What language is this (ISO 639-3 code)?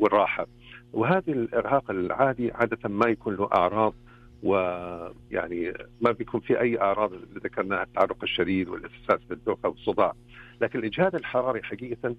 ars